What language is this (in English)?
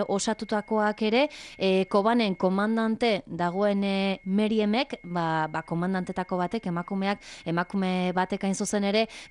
Basque